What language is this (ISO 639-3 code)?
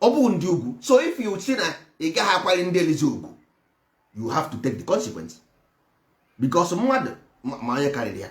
ibo